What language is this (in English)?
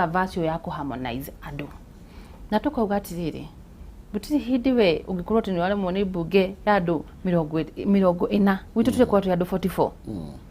Kikuyu